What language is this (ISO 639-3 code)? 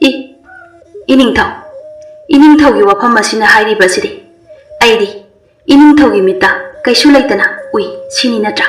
mni